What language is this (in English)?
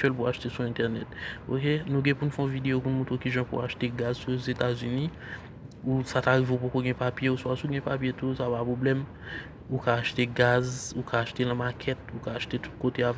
Haitian Creole